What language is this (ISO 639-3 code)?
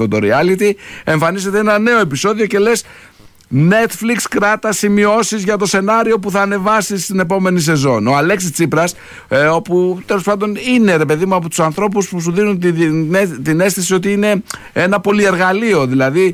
ell